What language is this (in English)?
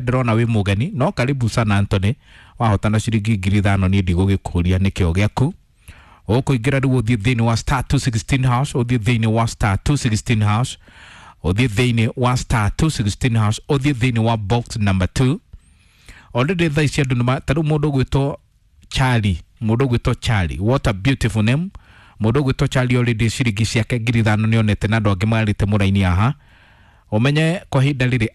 Kikuyu